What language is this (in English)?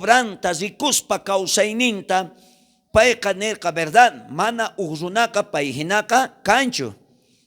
South Bolivian Quechua